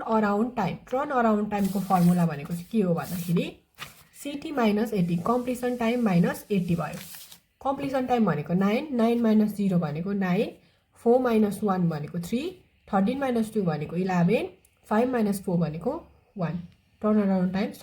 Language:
Nepali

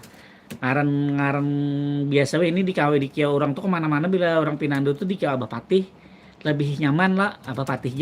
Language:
Banjar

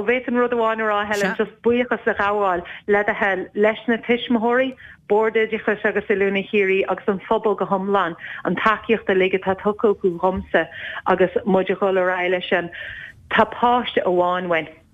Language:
Irish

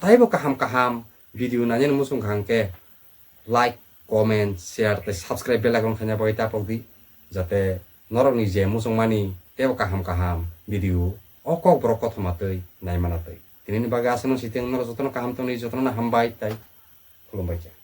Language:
Kok Borok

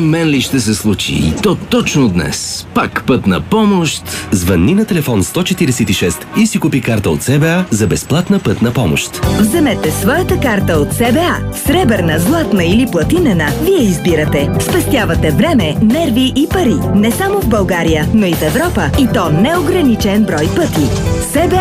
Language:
Bulgarian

